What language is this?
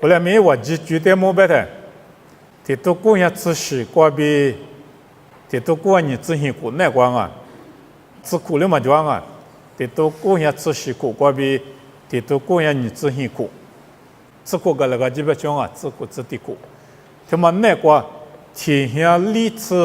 Lisu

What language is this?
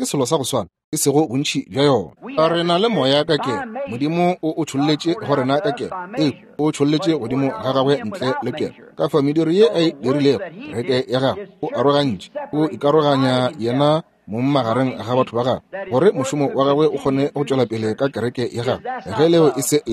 Northern Sotho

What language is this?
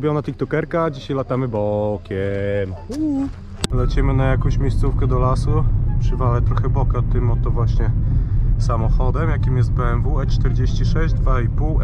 Polish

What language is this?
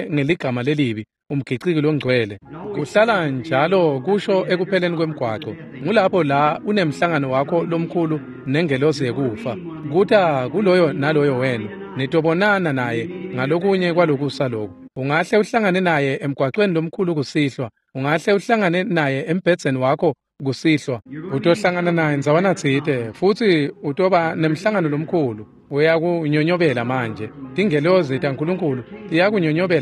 Swati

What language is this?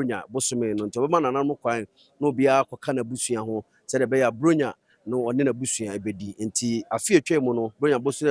Akan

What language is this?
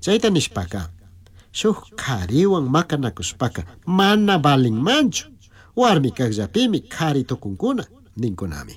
Chimborazo Highland Quichua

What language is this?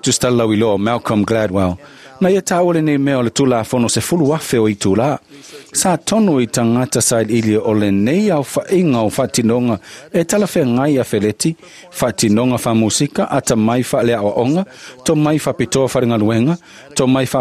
Samoan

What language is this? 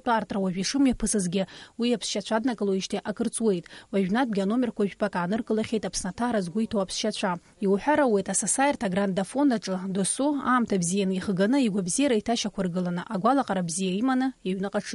Abkhazian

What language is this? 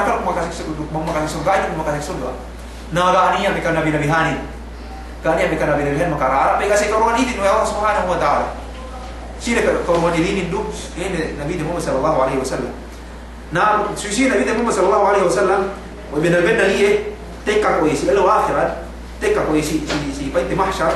Yakan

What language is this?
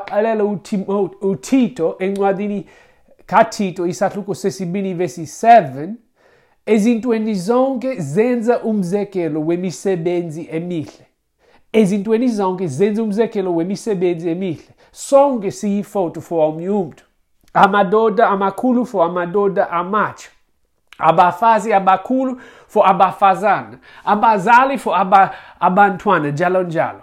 Xhosa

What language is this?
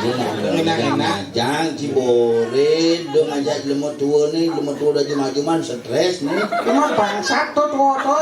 Balinese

